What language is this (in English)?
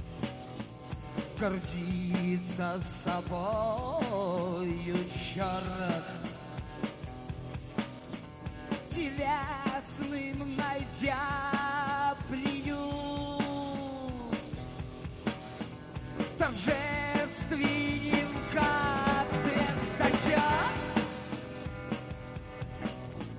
Russian